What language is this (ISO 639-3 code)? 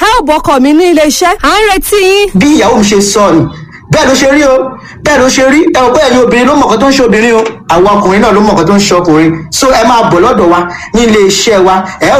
yor